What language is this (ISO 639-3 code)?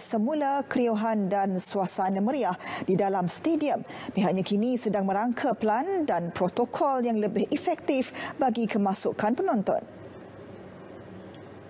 msa